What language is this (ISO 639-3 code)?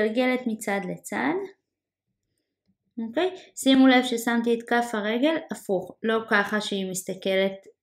heb